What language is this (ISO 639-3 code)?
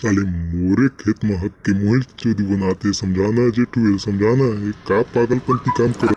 hne